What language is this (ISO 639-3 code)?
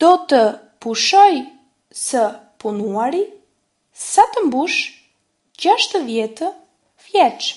sqi